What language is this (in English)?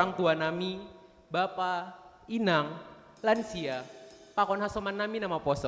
Batak Simalungun